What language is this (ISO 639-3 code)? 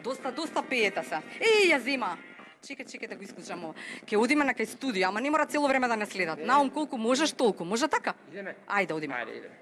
mkd